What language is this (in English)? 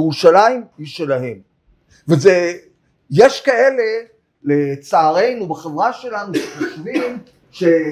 Hebrew